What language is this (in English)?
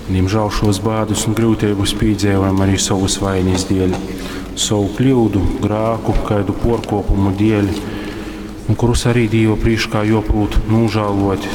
Latgalian